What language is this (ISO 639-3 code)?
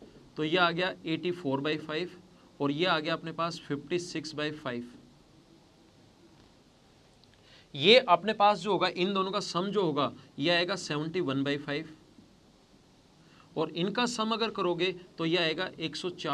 hin